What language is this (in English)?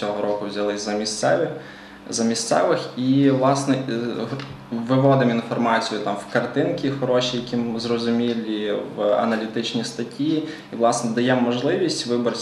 Ukrainian